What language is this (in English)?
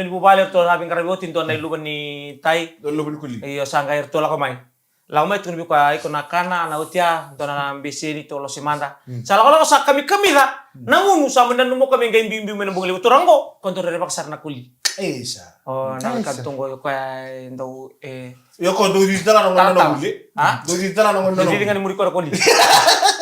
Fijian